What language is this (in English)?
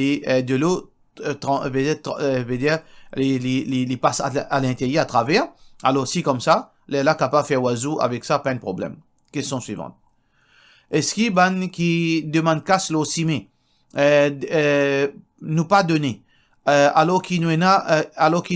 Morisyen